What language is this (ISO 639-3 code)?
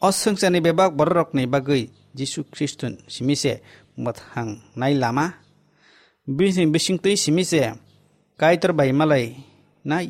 trp